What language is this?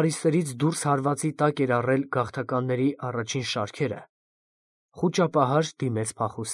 Armenian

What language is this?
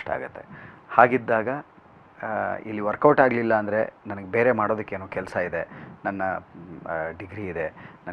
Kannada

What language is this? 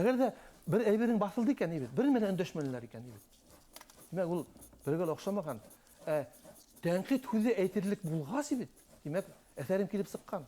Bashkir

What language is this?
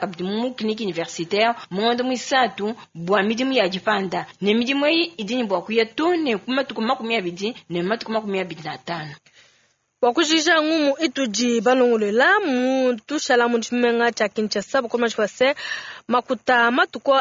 Luba-Lulua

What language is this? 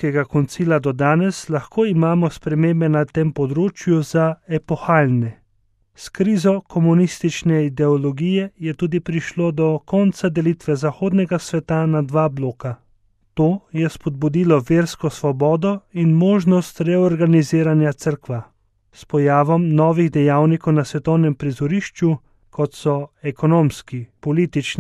Slovenian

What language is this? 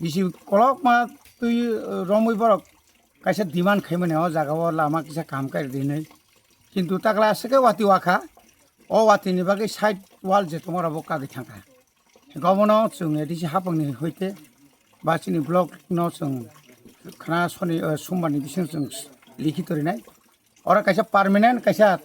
Kok Borok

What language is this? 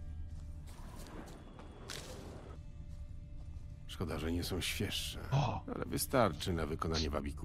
Polish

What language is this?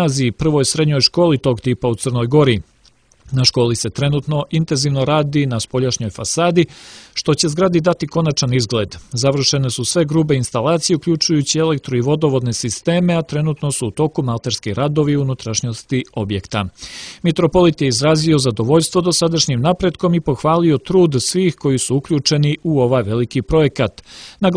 Serbian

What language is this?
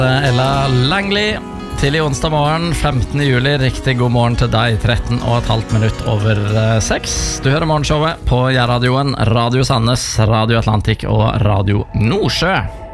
Norwegian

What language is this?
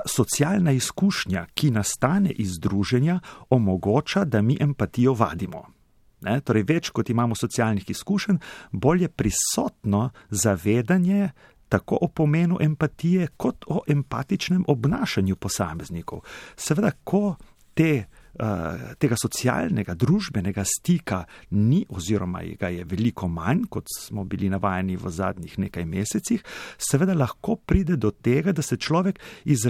Slovenian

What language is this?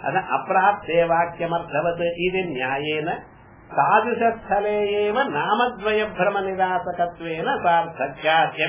Tamil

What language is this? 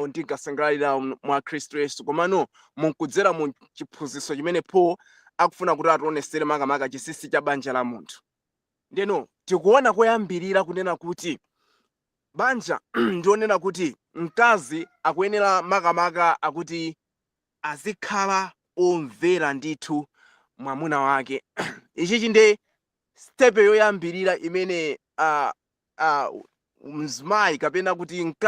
Nyanja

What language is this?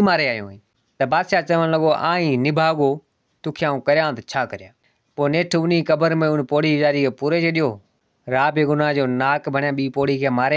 Sindhi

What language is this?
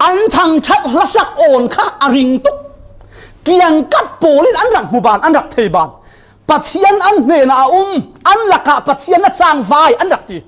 Falam Chin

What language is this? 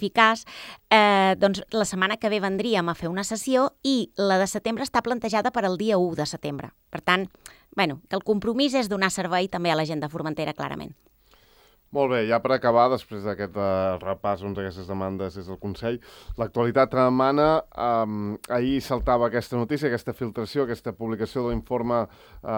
Catalan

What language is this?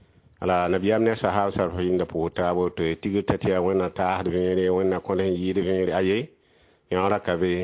Mossi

